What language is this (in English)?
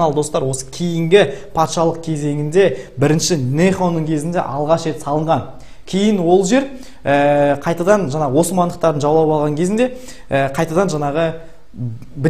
Kazakh